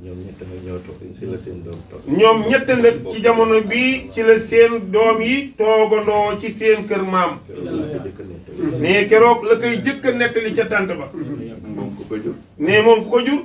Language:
Wolof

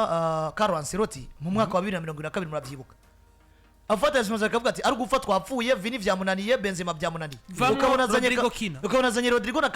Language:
Rundi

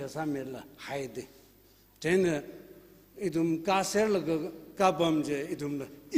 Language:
Tangkhul Naga (India)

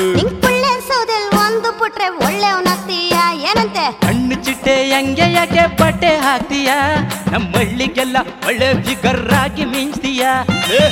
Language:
Kannada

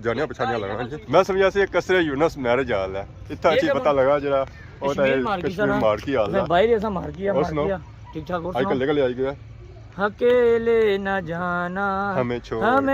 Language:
Pahari-Potwari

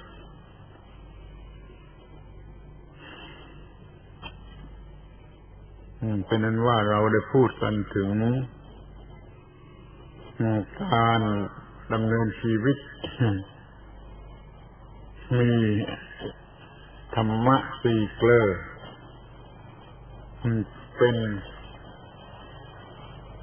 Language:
Thai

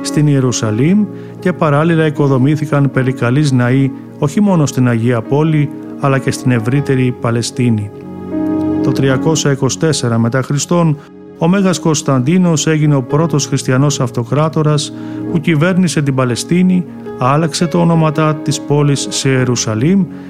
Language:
Greek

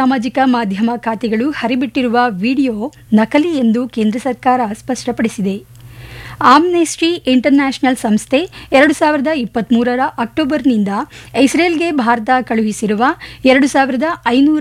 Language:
Kannada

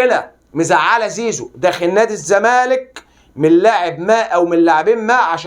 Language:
Egyptian Arabic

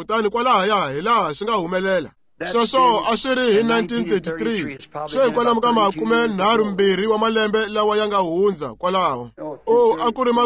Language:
Tsonga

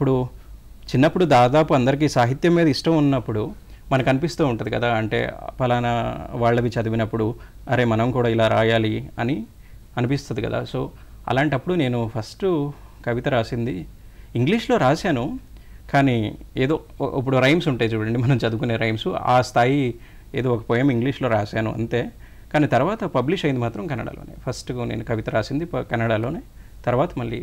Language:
Telugu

